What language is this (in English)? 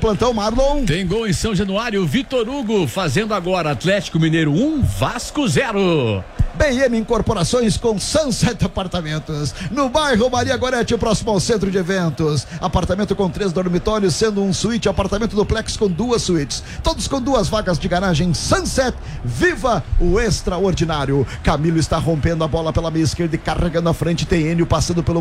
Portuguese